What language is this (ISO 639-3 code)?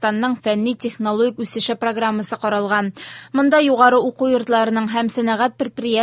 tat